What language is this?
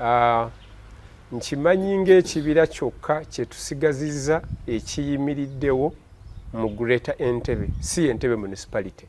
Ganda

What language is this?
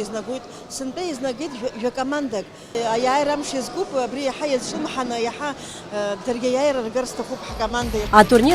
Abkhazian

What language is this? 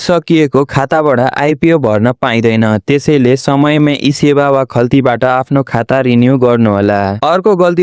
Nepali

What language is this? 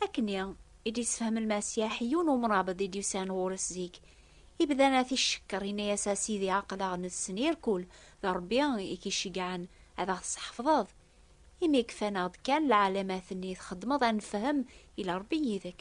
Kabyle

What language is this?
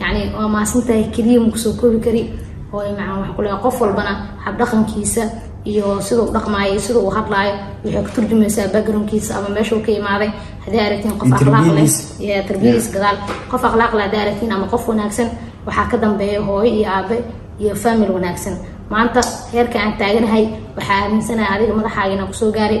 Somali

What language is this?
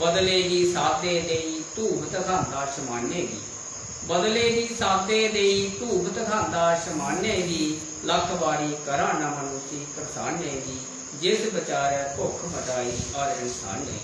Dogri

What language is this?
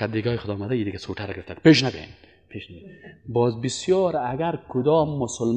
Persian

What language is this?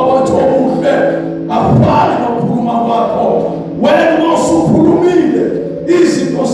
Zulu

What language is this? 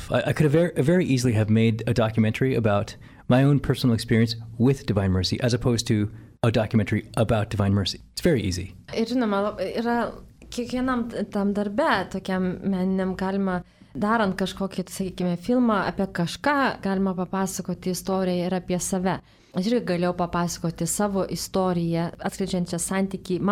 Lithuanian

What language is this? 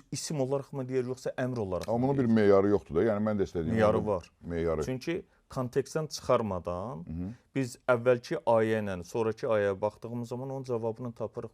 Azerbaijani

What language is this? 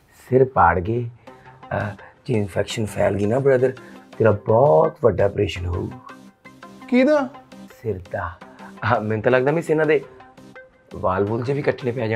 Punjabi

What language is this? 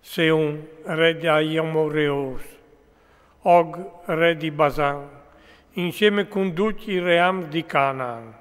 Friulian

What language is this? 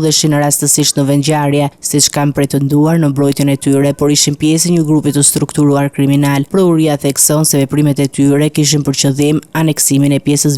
Albanian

